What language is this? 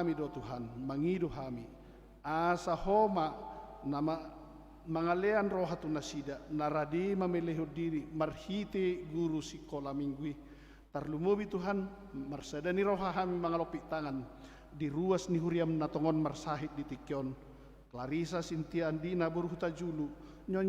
Batak Toba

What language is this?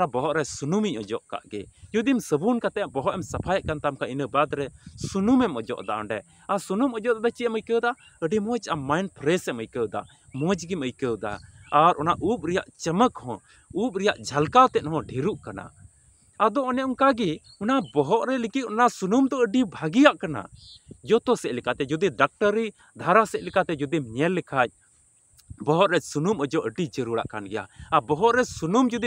Santali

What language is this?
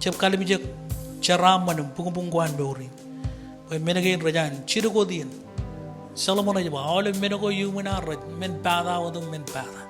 Marshallese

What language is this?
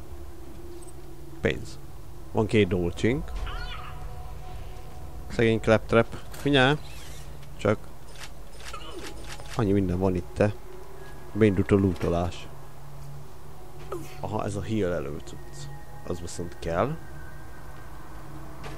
Hungarian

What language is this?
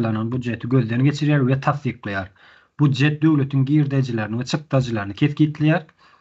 Turkmen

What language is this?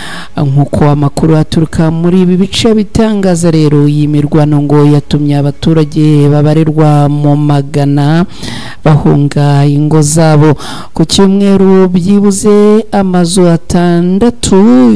Kinyarwanda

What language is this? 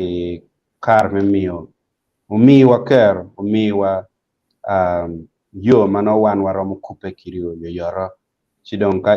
Acoli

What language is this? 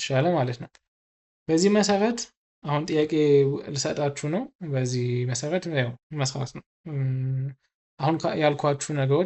Amharic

